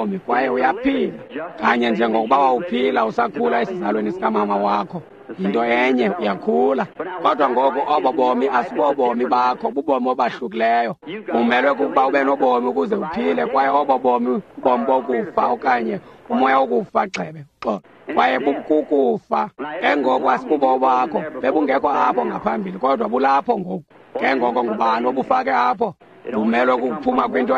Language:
Xhosa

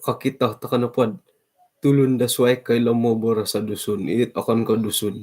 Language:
Central Dusun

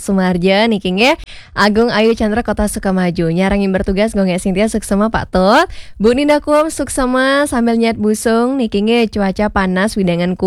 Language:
Balinese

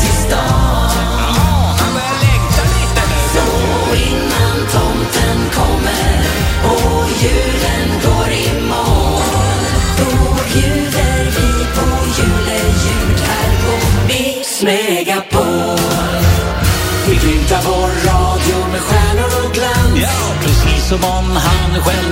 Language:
Swedish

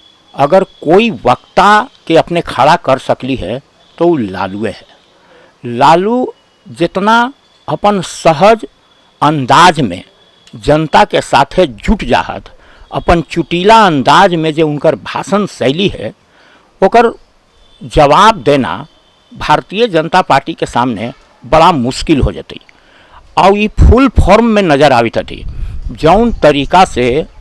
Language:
Magahi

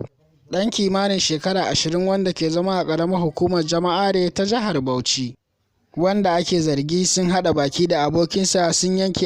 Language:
Hausa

